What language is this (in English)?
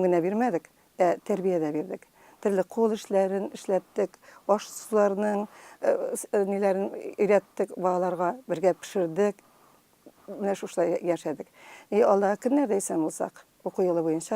Tatar